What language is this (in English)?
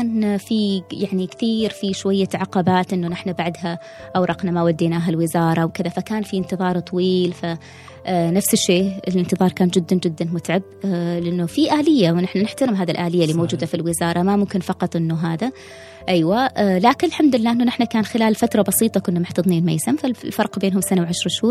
Gulf Arabic